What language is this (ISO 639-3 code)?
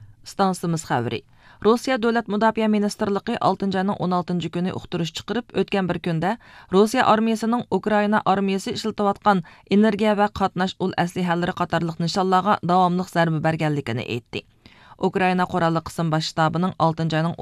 uig